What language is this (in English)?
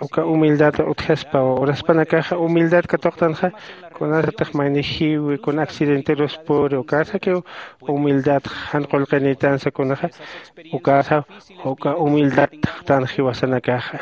Aymara